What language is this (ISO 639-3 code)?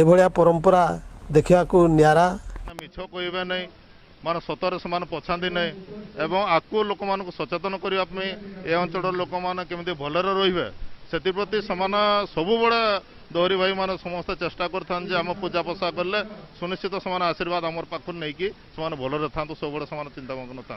ori